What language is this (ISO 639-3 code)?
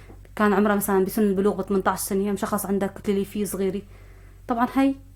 apc